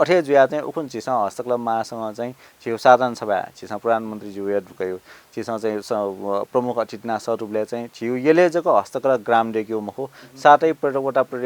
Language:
Newari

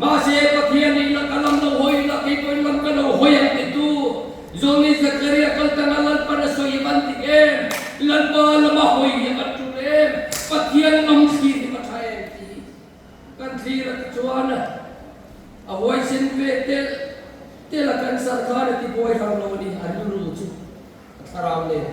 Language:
Mizo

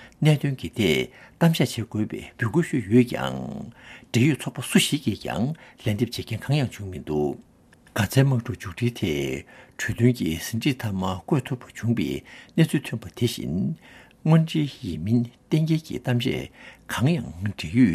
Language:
Tibetan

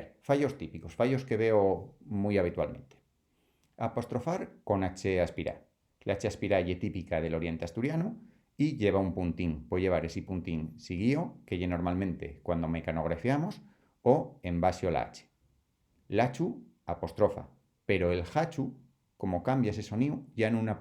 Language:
Asturian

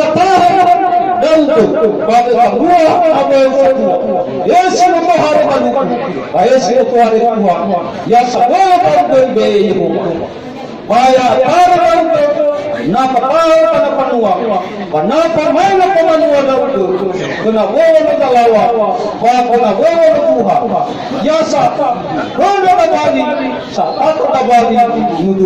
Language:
Nias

